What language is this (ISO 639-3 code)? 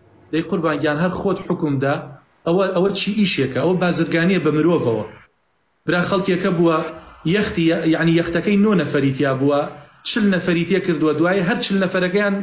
ckb